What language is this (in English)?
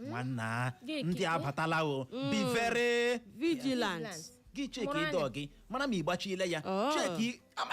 Igbo